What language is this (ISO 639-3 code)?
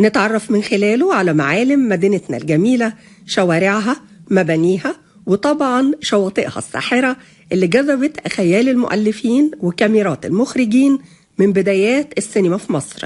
arz